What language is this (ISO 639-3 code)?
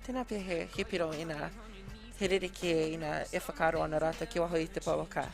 mri